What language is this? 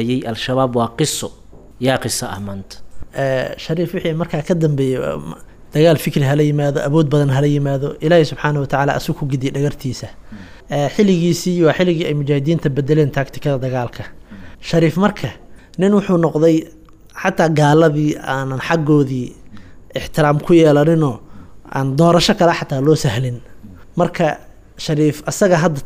Somali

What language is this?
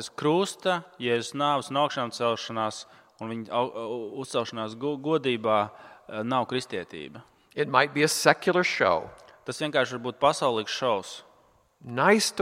Latvian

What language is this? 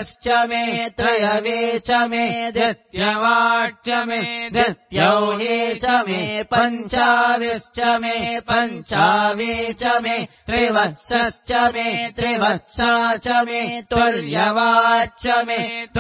Sanskrit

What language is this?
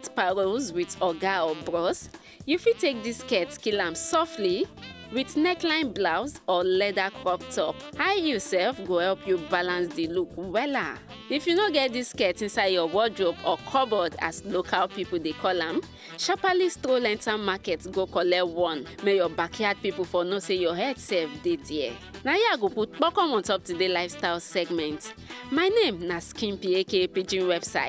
Nigerian Pidgin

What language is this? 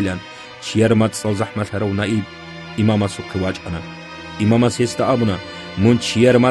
Avaric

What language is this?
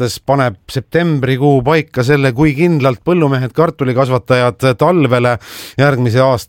Estonian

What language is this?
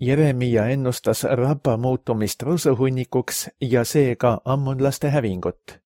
Estonian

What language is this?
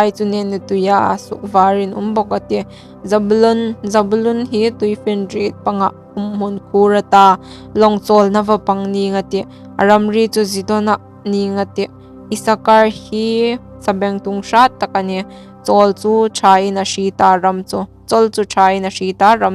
Hmar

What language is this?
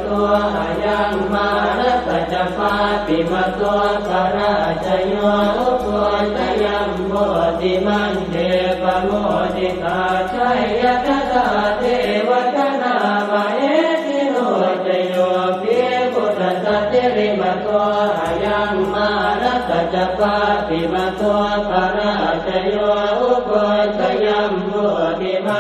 Pali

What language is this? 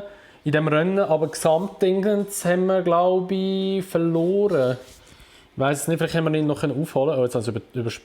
Swiss German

